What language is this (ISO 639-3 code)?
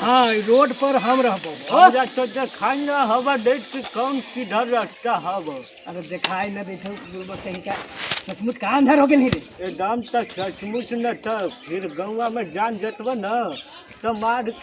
mag